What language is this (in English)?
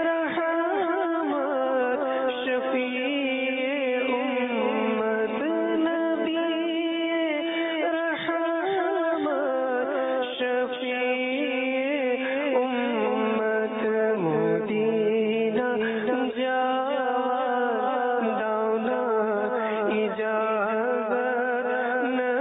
Bangla